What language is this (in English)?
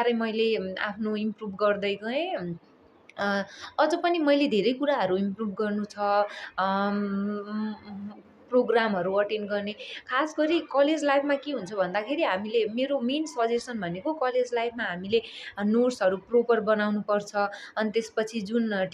Nepali